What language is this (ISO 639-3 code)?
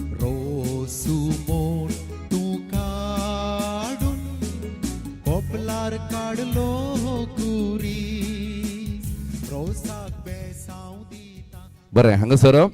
kok